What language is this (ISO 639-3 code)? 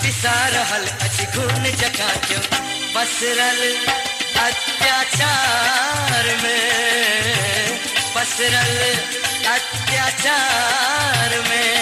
mai